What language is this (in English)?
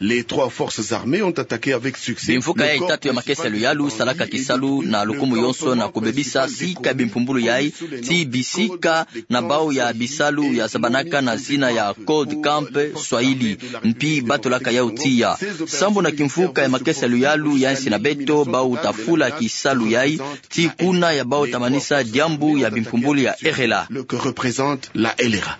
Kituba (Democratic Republic of Congo)